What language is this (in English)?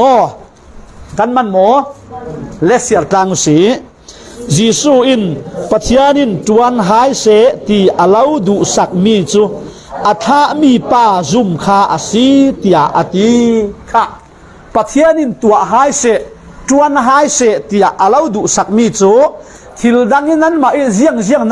Falam Chin